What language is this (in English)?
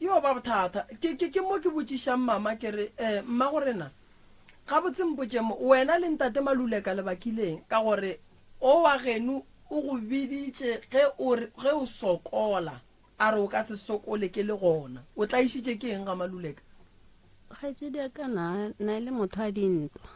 Northern Sotho